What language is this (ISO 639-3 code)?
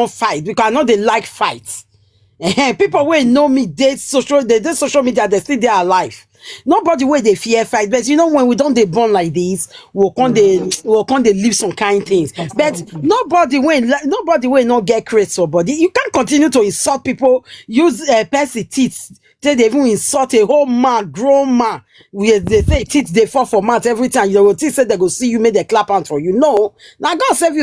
pcm